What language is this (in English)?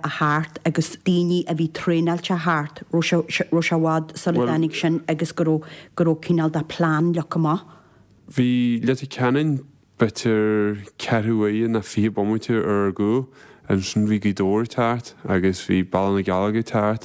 Irish